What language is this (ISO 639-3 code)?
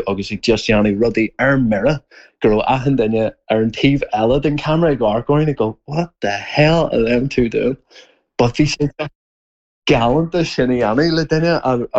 gle